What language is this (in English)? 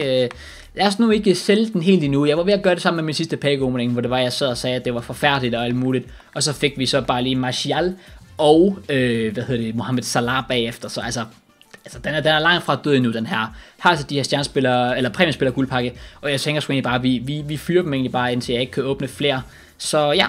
Danish